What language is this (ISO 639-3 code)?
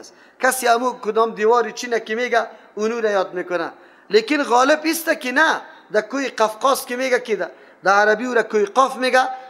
fas